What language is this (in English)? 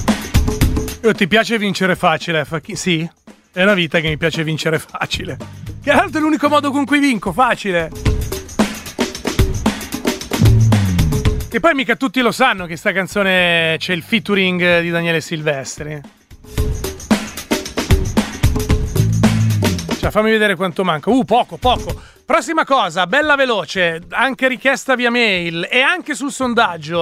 Italian